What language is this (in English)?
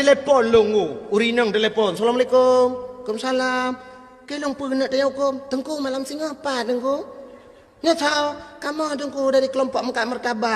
Achinese